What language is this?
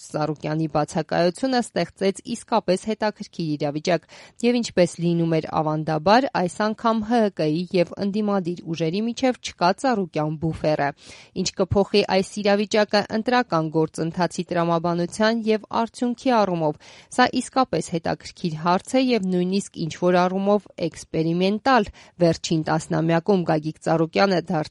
Armenian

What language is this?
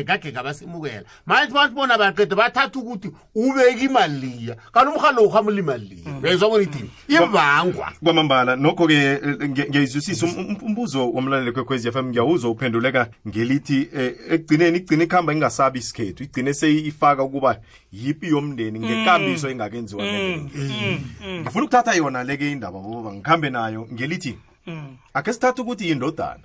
South Ndebele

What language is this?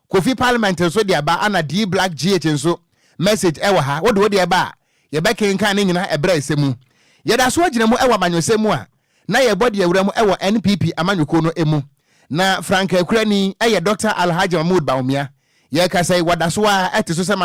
Akan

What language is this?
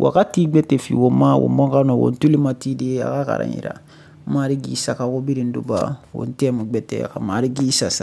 Susu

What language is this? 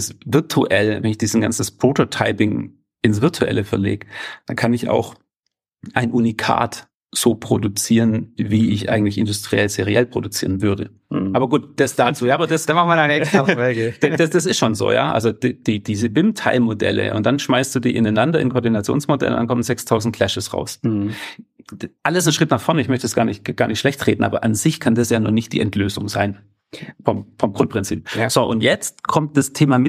German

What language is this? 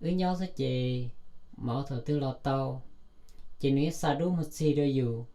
Hmong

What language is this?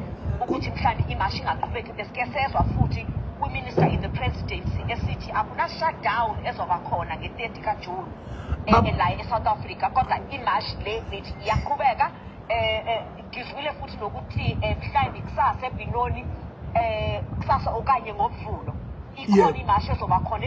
Zulu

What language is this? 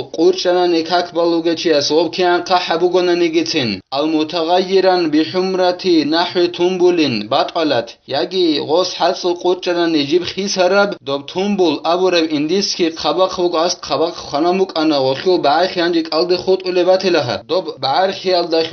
Avaric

